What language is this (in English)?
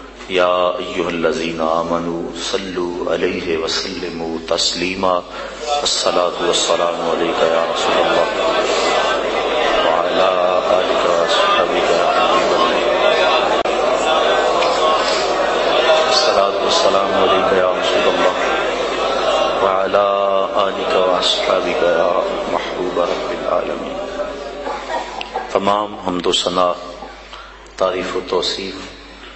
Urdu